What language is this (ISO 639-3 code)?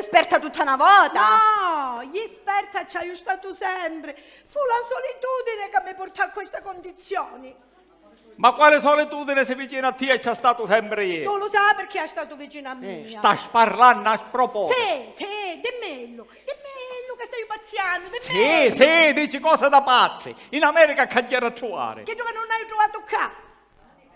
scn